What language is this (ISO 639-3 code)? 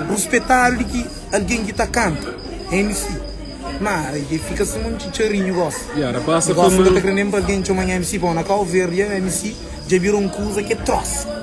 kea